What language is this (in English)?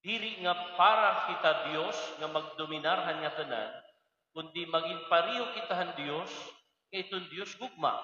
Waray